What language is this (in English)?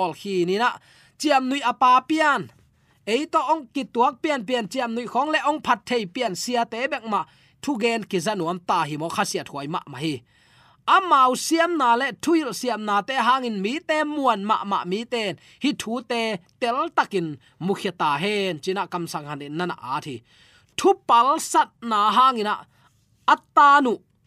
Tedim Chin